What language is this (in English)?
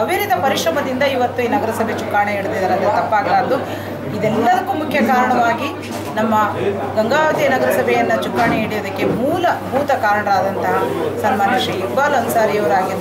Kannada